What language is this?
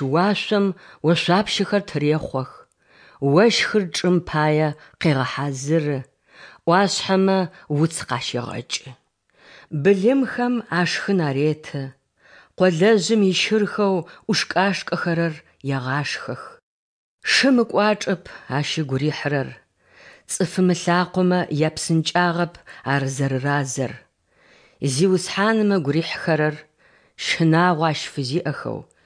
Adyghe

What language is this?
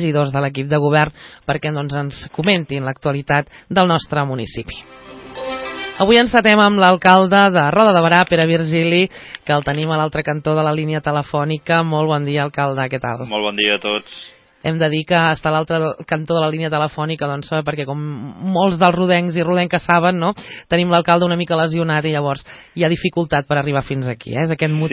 Catalan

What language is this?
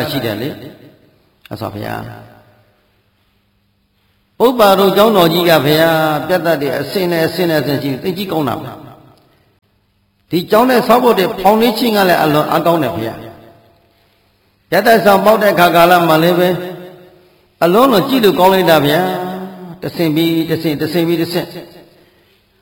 Burmese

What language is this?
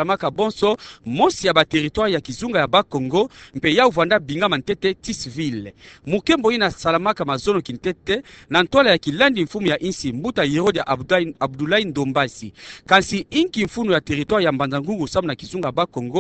Kituba (Democratic Republic of Congo)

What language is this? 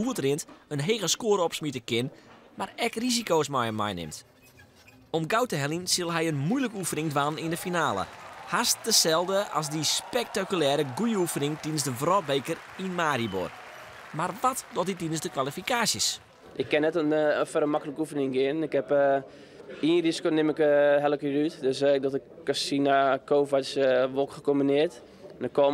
Western Frisian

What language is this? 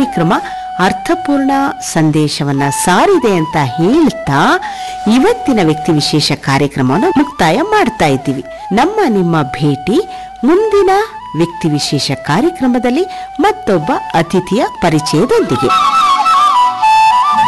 Kannada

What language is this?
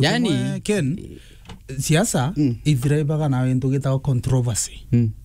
Meru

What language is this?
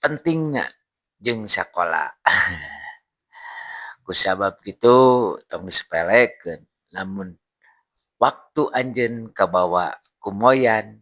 Sundanese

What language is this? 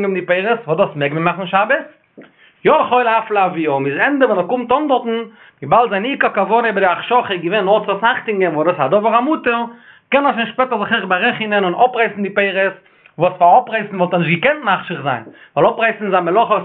Yiddish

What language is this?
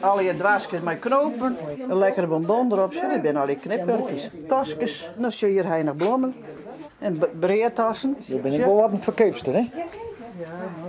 Western Frisian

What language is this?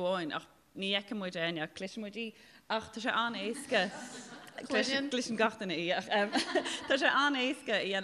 Irish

